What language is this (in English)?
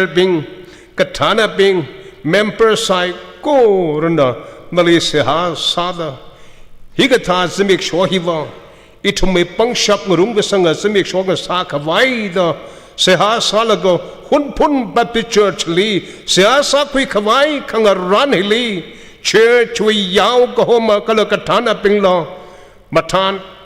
Tangkhul Naga (India)